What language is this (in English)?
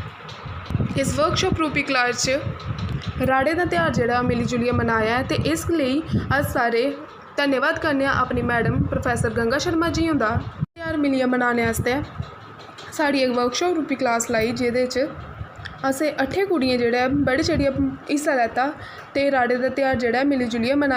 Dogri